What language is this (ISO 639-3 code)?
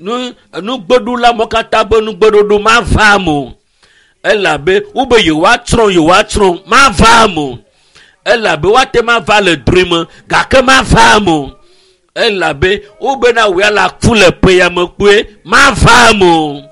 ewe